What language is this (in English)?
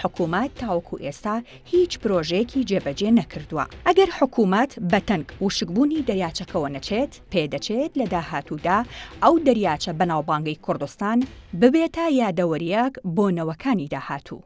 Central Kurdish